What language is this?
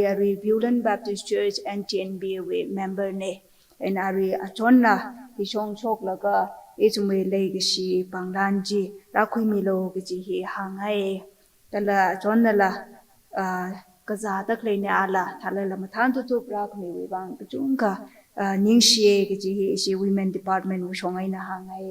Tangkhul Naga (India)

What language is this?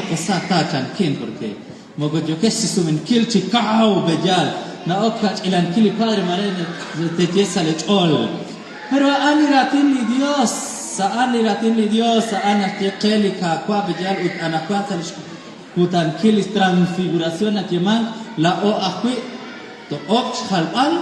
Kekchí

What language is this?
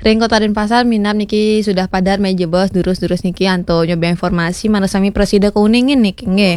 Balinese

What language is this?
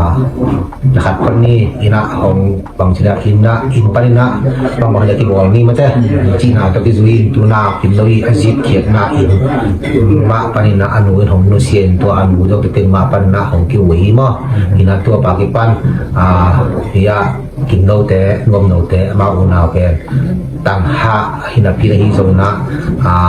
Tedim Chin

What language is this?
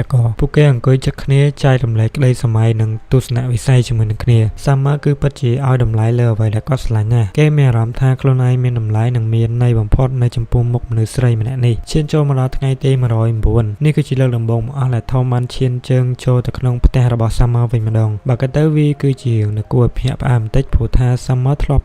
Khmer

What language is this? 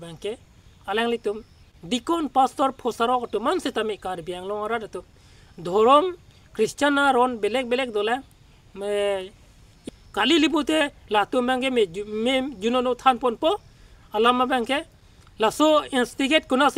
Karbi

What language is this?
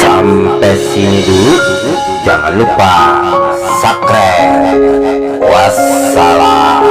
Betawi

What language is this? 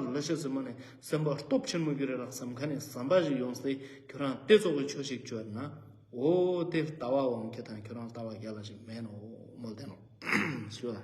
Ladakhi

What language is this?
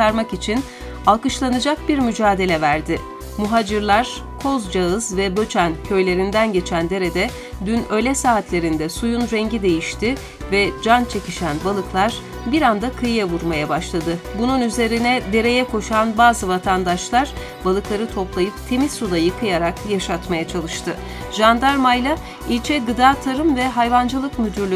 Turkish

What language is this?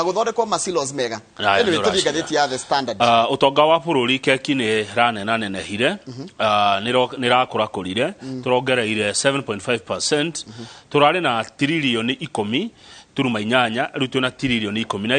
Kikuyu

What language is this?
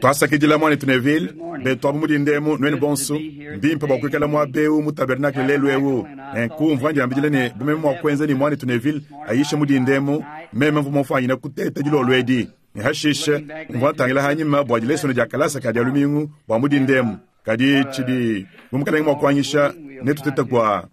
Luba-Lulua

